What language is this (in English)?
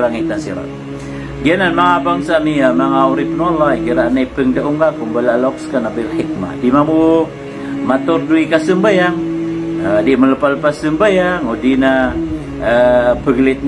Maranao